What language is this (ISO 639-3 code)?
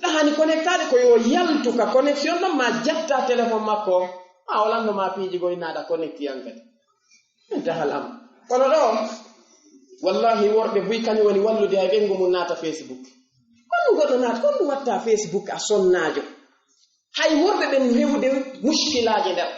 ful